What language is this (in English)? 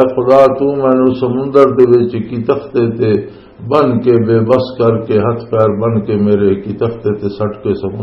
Western Panjabi